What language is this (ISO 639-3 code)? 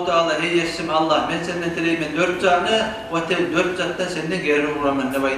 kum